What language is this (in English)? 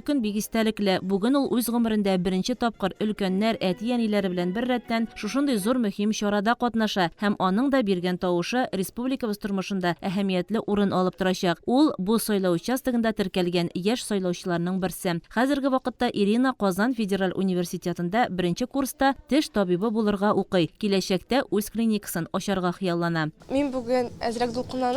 Tatar